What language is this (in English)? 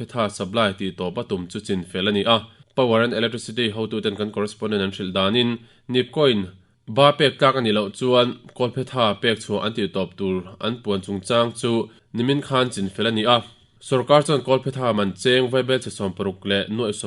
Mizo